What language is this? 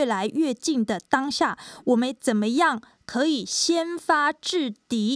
Chinese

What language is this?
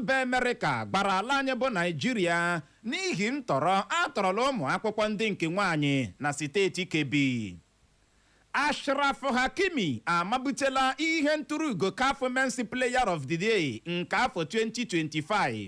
Igbo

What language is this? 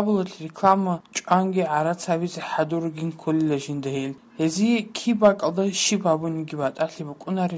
Avaric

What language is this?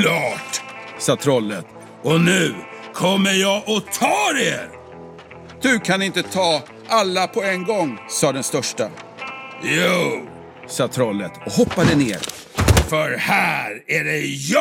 Swedish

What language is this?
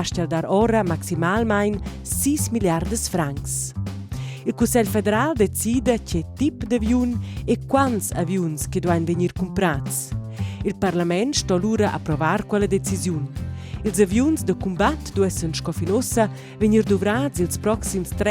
Romansh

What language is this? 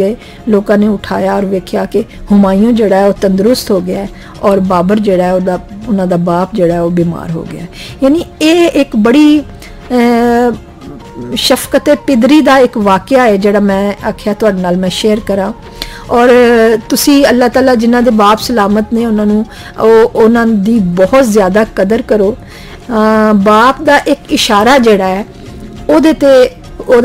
Punjabi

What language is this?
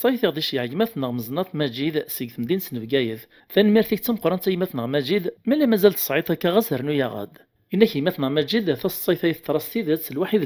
Kabyle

